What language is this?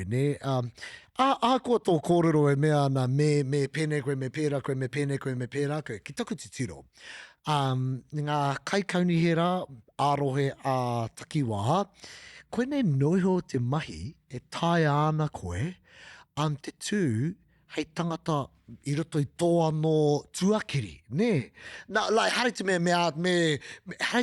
Māori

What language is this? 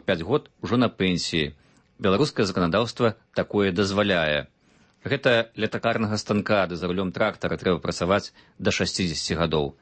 Belarusian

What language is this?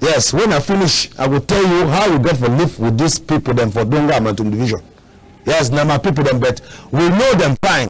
Cameroon Pidgin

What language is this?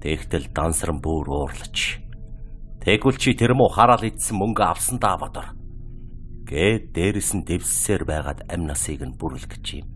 Mongolian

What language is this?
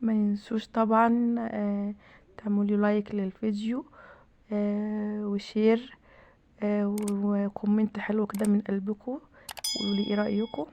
Egyptian Arabic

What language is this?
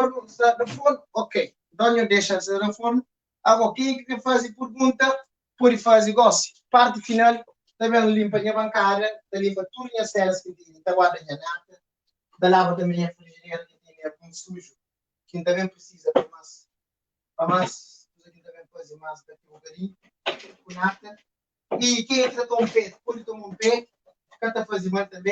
Kabuverdianu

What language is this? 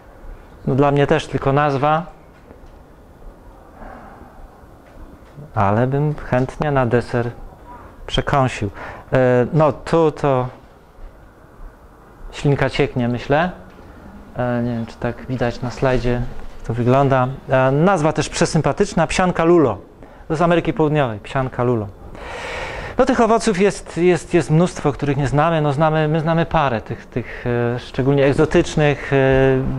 Polish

